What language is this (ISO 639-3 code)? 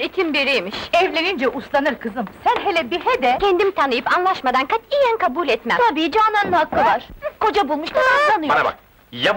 tur